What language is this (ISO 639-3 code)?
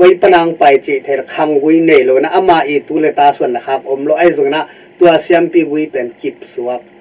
ctd